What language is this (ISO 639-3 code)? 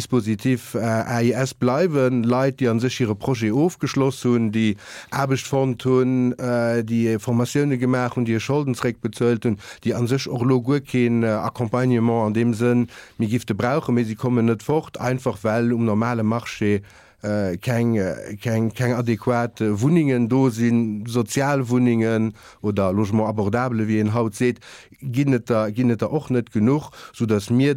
ltz